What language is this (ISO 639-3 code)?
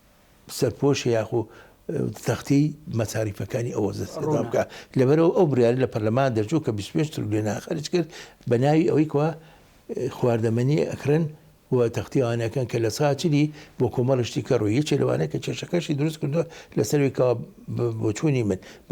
ckb